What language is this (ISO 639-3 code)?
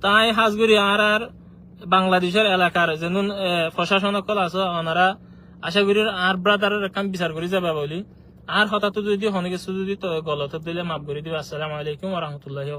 rhg